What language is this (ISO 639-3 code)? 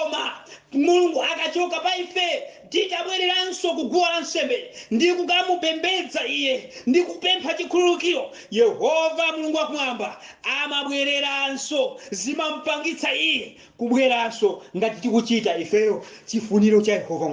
nya